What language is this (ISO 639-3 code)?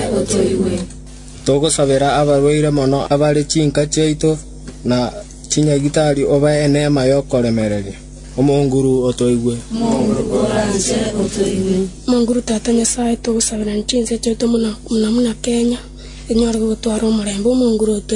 guz